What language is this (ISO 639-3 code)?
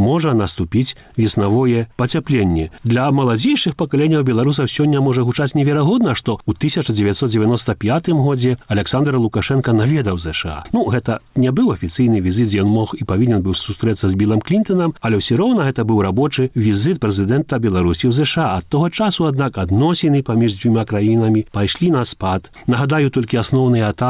bel